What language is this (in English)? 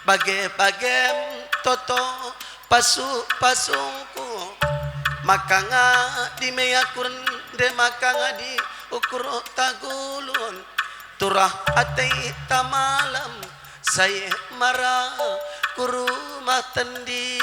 Batak Karo